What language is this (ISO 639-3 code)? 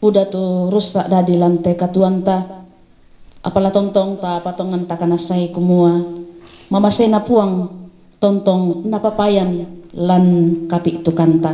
sda